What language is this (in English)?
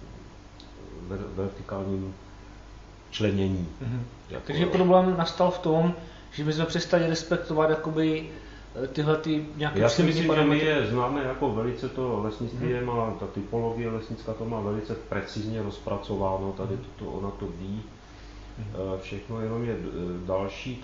Czech